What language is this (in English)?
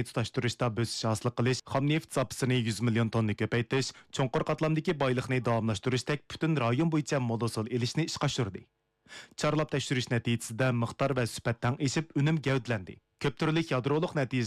Uyghur